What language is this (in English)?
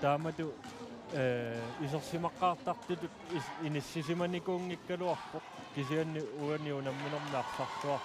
Kalaallisut